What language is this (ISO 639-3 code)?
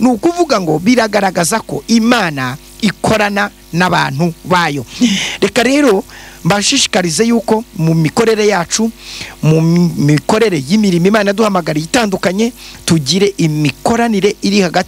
kin